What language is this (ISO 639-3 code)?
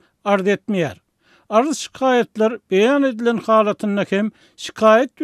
tuk